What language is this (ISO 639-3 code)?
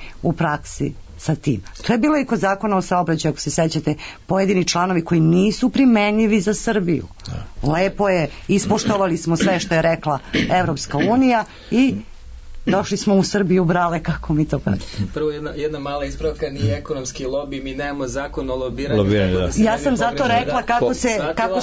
srp